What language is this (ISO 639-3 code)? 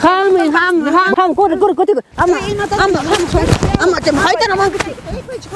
quy